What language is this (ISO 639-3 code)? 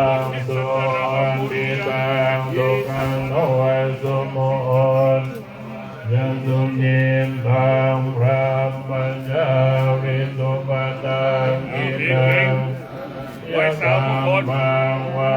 pli